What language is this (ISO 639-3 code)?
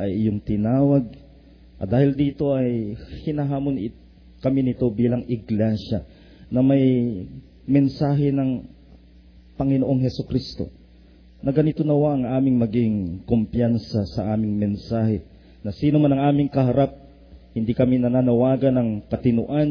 fil